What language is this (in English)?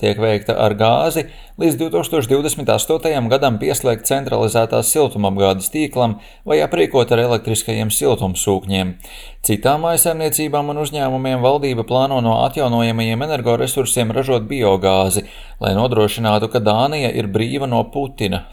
Latvian